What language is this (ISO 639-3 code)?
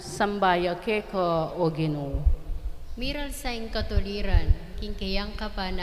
pam